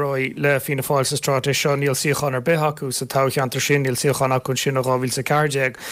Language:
Irish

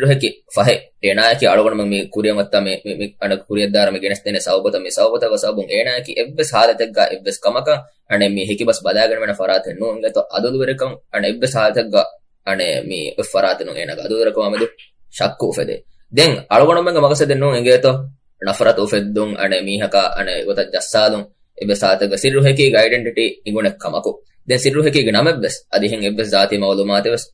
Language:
Divehi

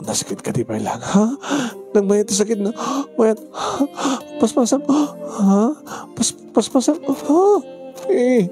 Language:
Iloko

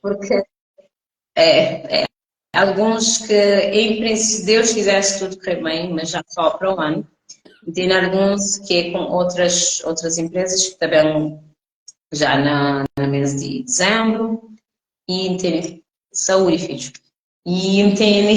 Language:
Kabuverdianu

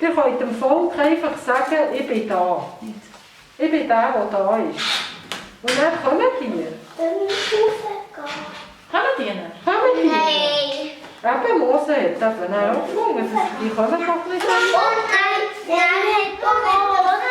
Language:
Swiss German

